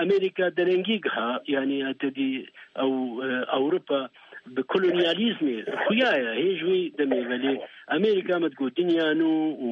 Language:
Kurdish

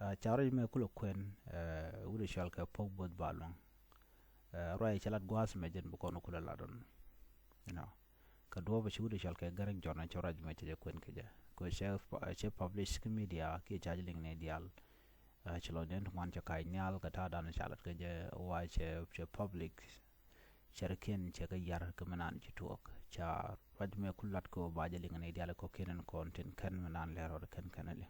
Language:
Nuer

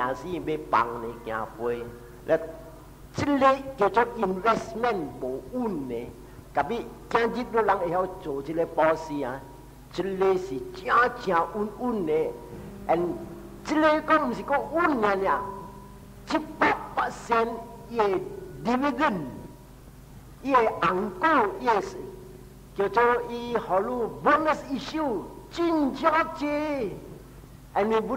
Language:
Min Nan Chinese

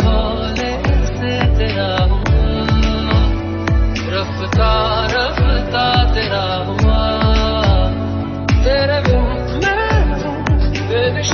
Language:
Hindi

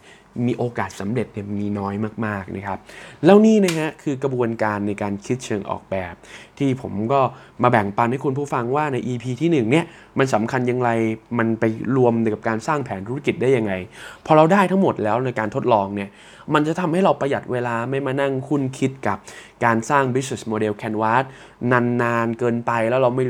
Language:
Thai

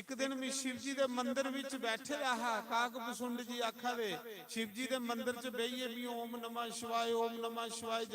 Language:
Dogri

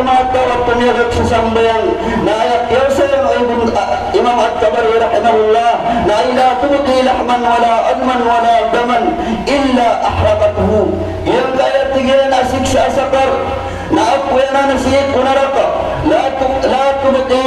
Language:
Maranao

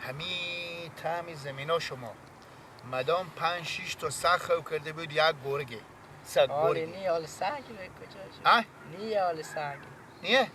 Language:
Persian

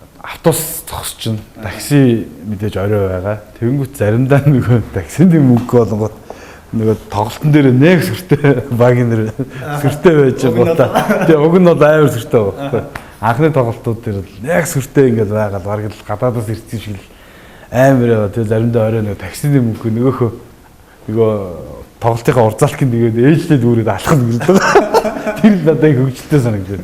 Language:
Mongolian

